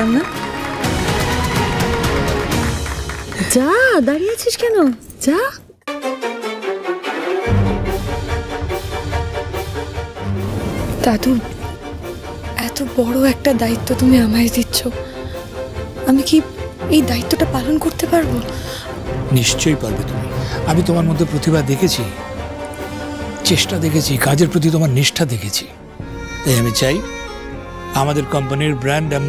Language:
Bangla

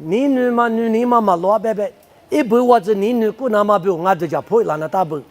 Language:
Lisu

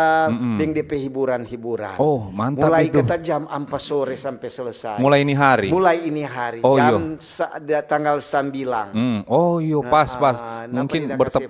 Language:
Manado Malay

